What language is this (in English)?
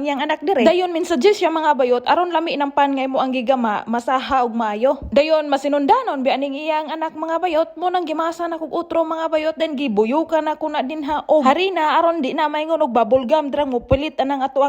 Cebuano